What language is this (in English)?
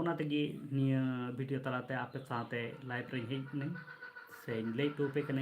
Santali